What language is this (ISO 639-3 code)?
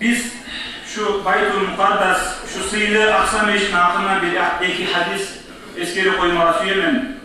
kum